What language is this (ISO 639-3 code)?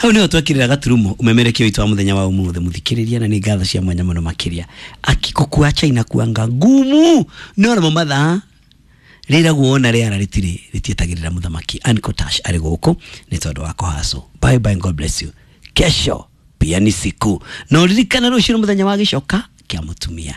kik